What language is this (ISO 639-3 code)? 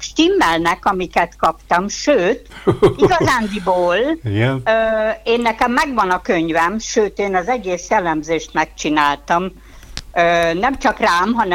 hun